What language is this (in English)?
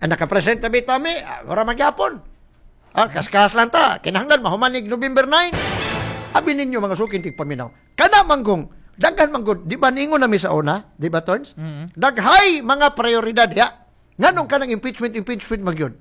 Cebuano